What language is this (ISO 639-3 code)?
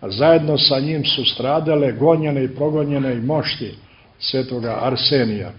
srp